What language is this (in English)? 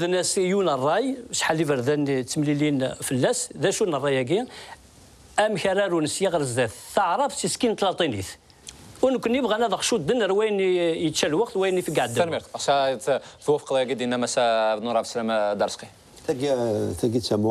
Kabyle